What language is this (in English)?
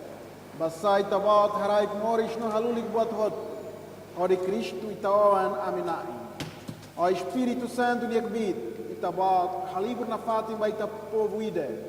Tetum